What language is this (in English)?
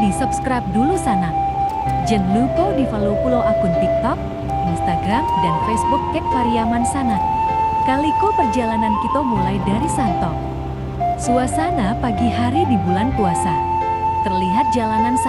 Minangkabau